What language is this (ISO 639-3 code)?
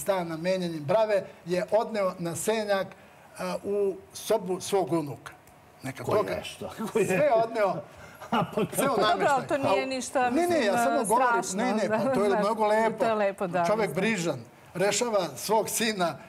srp